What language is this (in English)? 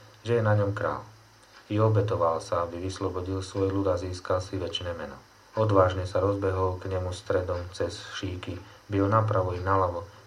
Slovak